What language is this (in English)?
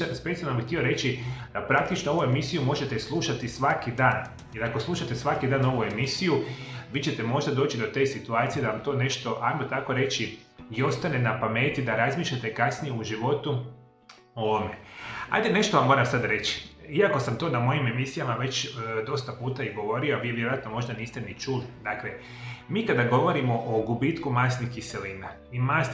Croatian